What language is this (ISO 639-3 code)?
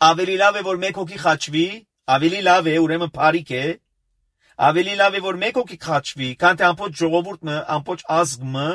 hye